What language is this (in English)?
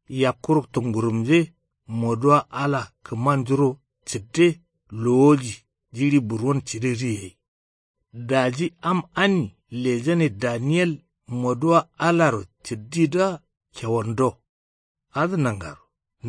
Kanuri